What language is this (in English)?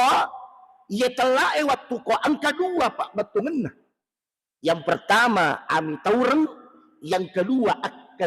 Buginese